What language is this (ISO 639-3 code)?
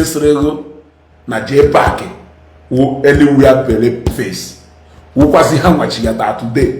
ibo